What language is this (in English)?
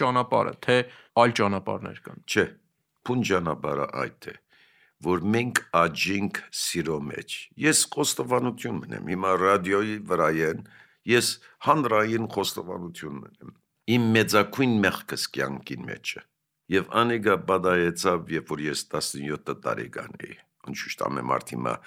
Armenian